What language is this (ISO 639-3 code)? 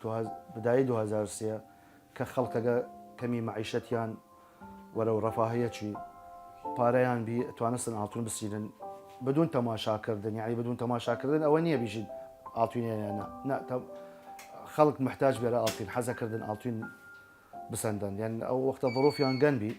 sdh